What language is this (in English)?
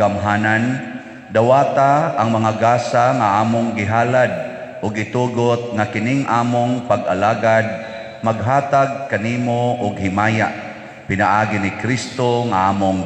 Cebuano